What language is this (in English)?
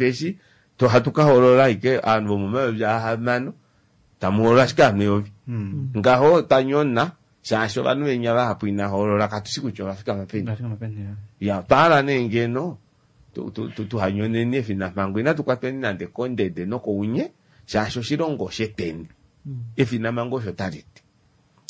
Kuanyama